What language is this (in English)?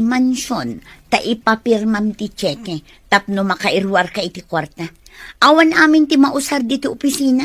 Iloko